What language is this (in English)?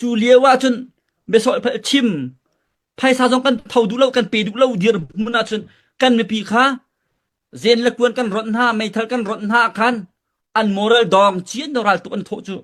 Hakha Chin